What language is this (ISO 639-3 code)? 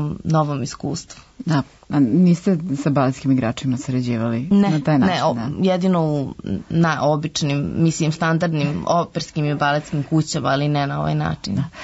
srp